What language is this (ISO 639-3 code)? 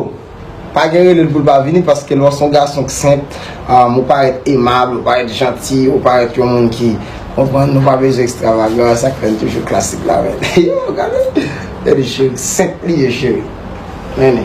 hat